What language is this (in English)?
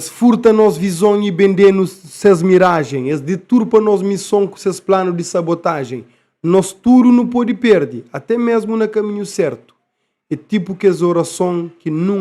Kabuverdianu